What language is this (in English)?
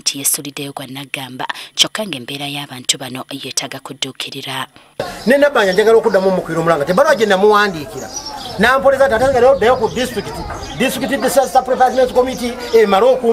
Ganda